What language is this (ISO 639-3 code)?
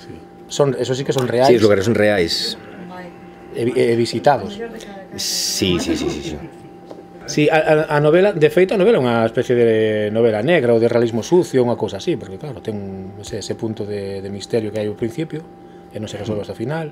glg